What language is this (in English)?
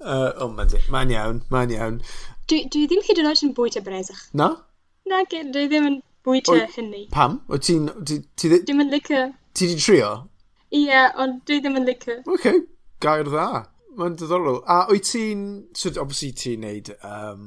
Welsh